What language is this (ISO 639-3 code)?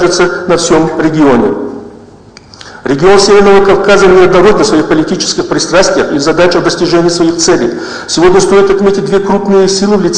rus